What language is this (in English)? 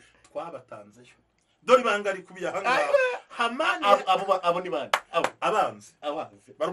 Kinyarwanda